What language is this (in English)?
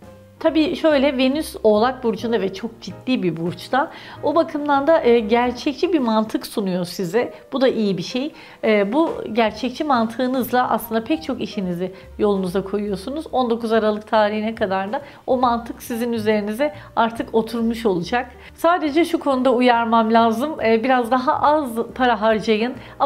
Turkish